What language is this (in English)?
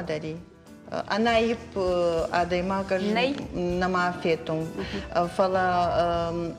Ossetic